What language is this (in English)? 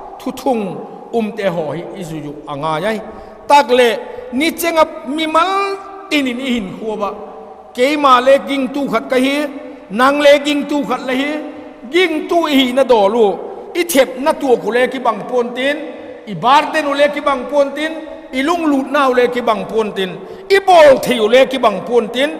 Vaiphei